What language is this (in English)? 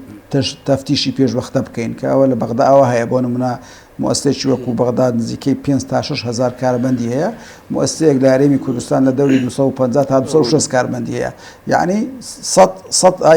Central Kurdish